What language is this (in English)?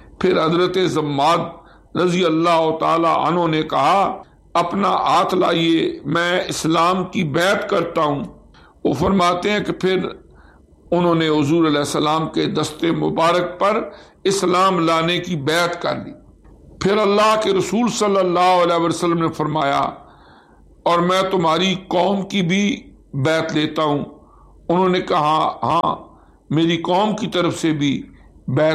Urdu